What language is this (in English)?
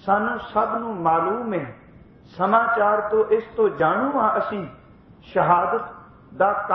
Punjabi